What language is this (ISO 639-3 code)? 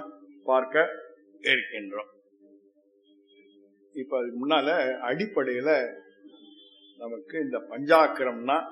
tam